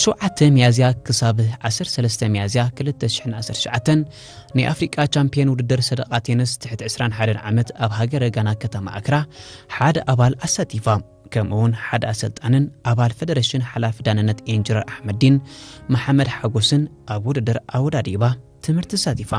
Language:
Tigrinya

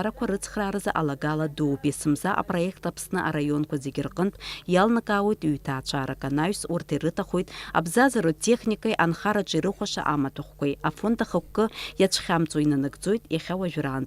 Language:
Abkhazian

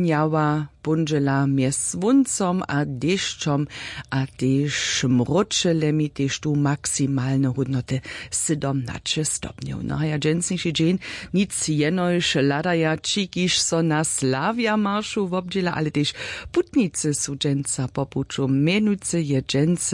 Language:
Upper Sorbian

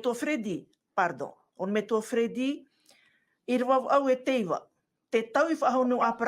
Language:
Tahitian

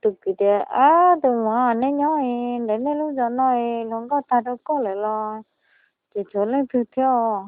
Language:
Hmong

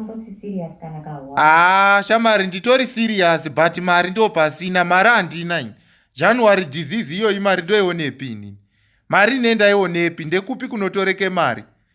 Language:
Shona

